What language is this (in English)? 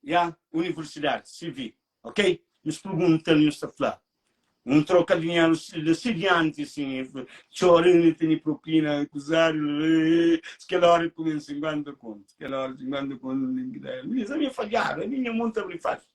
Kabuverdianu